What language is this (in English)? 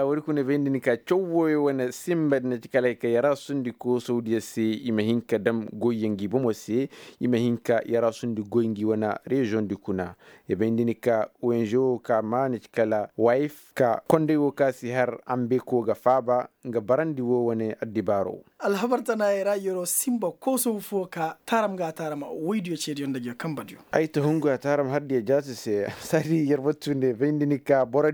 Koyraboro Senni